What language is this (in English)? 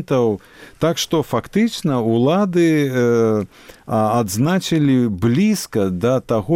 Belarusian